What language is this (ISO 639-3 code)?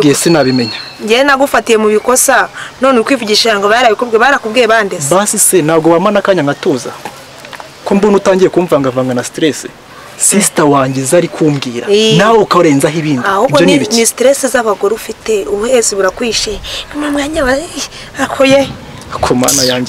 kin